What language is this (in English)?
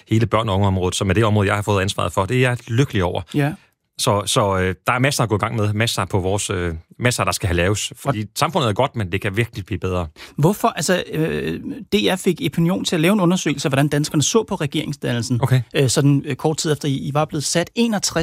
Danish